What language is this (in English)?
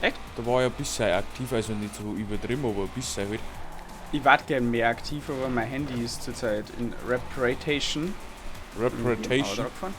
Bavarian